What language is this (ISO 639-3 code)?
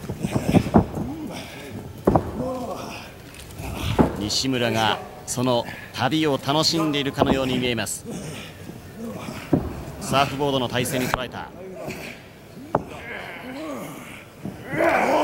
jpn